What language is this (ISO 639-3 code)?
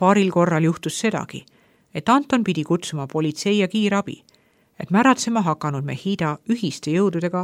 est